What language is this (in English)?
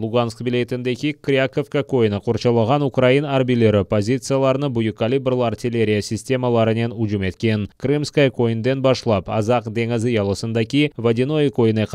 Crimean Tatar